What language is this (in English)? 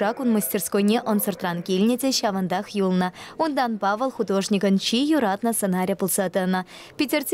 Chuvash